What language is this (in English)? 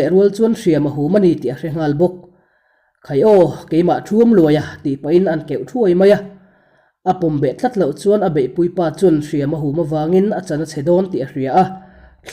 Mizo